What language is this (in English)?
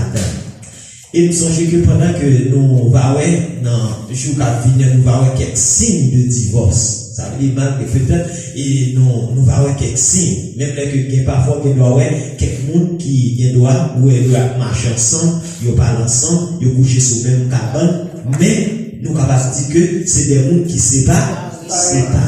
Haitian Creole